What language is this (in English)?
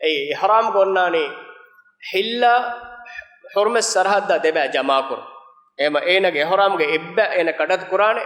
Divehi